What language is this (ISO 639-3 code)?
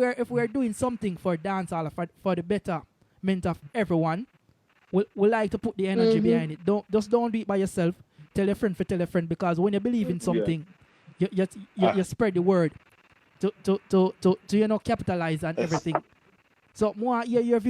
jam